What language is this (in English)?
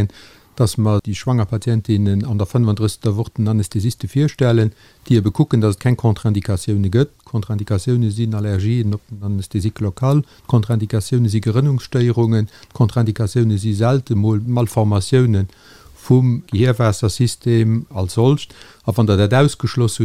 Luxembourgish